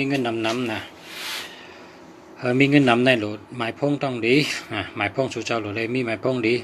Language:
Shan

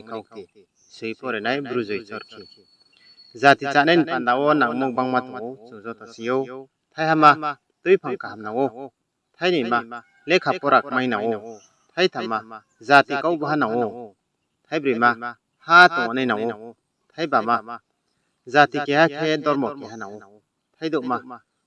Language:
Riang (India)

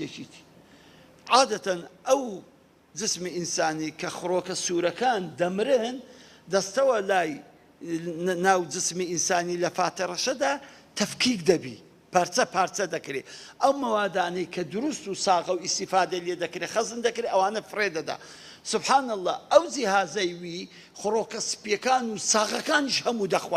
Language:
Central Kurdish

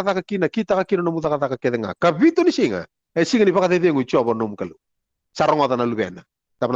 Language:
Fijian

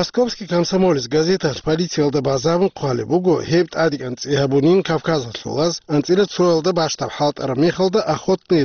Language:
Avaric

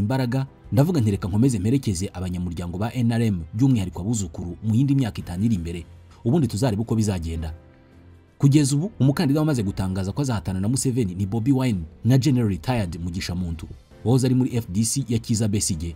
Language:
Kinyarwanda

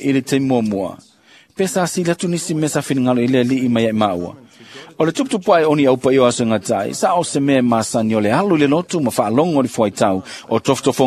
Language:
Samoan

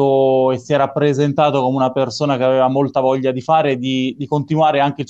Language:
Italian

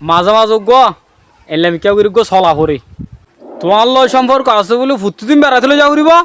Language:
Rohingya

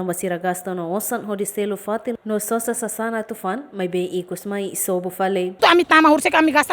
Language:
Tetum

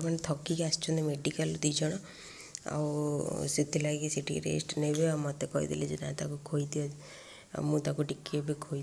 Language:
Odia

